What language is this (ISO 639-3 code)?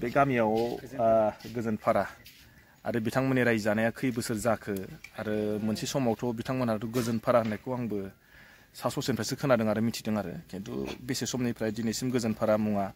brx